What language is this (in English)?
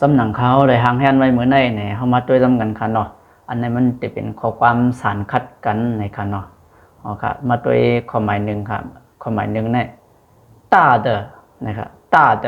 Shan